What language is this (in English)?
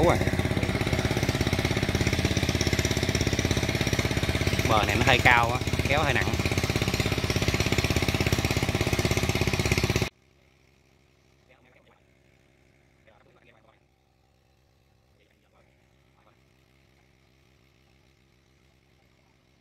Vietnamese